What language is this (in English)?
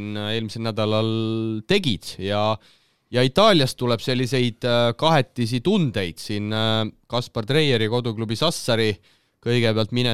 Estonian